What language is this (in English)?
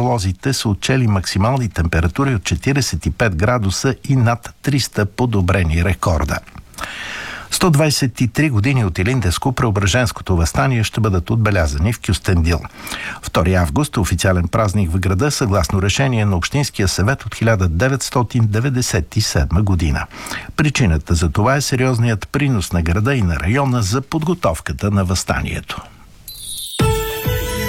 Bulgarian